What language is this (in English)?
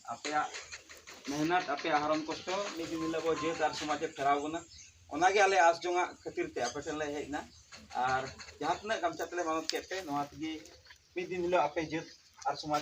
Santali